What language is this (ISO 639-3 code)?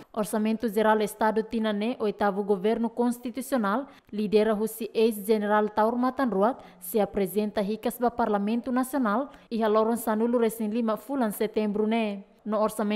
tet